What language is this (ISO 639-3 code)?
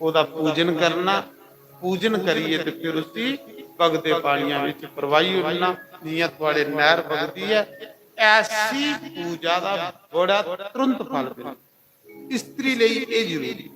doi